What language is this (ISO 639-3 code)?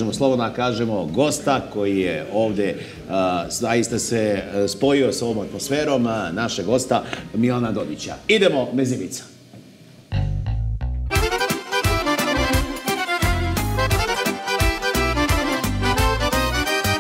srp